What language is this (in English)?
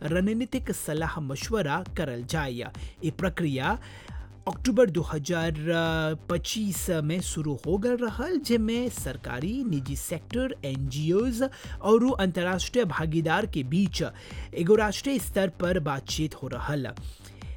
Bhojpuri